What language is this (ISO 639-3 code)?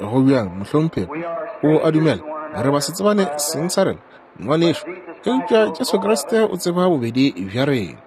nso